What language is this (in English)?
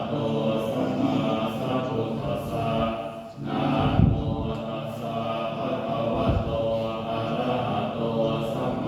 Pali